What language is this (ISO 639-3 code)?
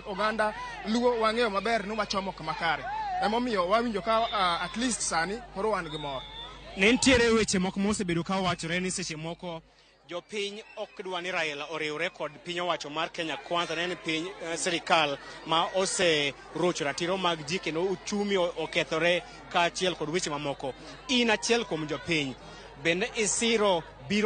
luo